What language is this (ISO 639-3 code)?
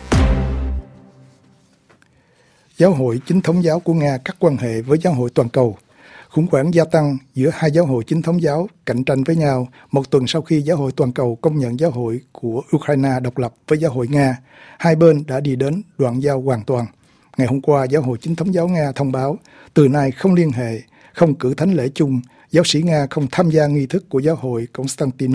vie